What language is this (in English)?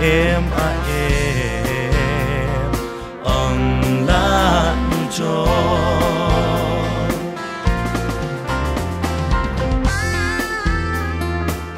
Vietnamese